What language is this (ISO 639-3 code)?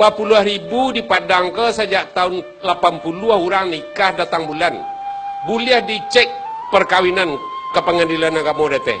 min